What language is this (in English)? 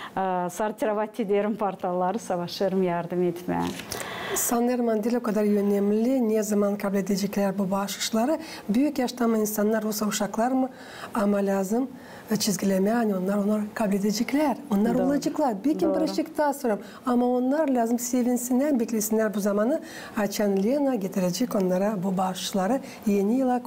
Gagauz